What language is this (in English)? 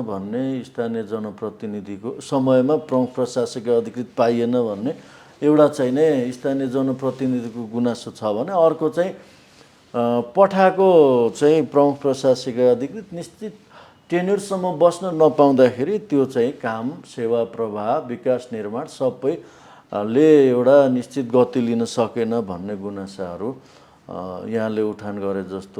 Nepali